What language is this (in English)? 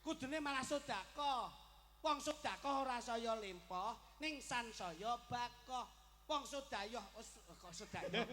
Javanese